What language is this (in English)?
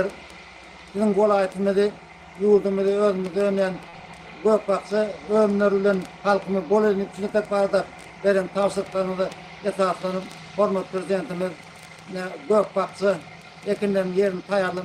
Turkmen